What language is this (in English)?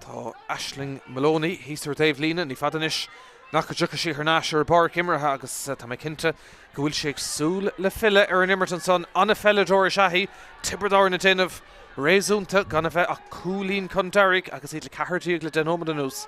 Irish